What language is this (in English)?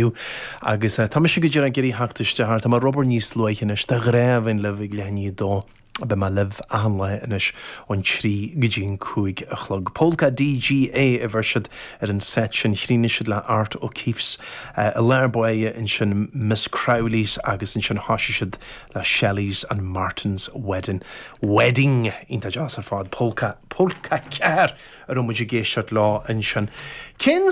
Irish